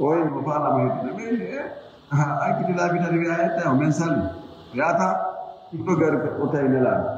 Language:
Fula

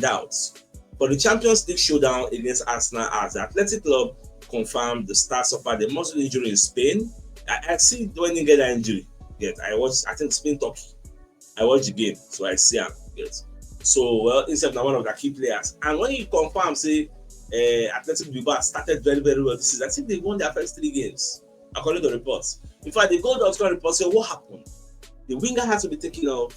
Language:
Nigerian Pidgin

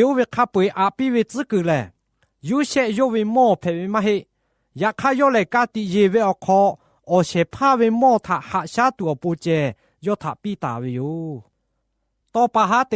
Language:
Lahu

